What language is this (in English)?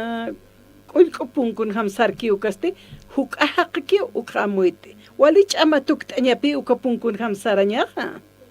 Aymara